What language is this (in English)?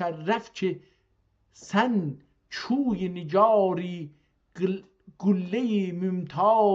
South Azerbaijani